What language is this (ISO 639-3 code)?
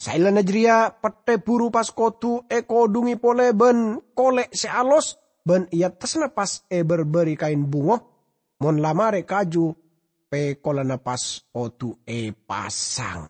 mad